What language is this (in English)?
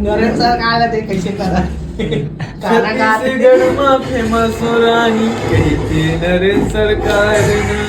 Chhattisgarhi